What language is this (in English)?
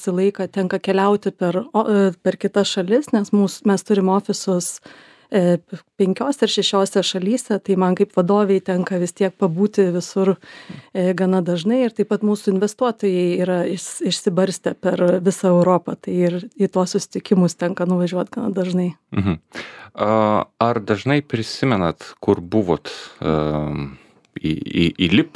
Lithuanian